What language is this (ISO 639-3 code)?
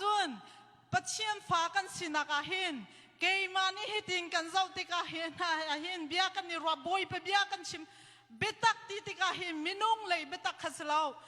cnh